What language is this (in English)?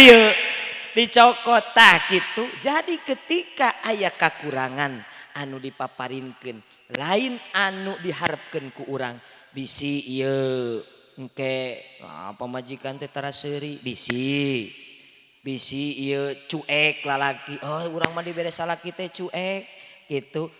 Sundanese